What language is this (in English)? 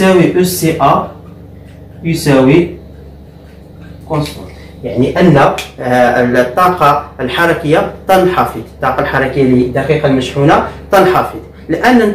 Arabic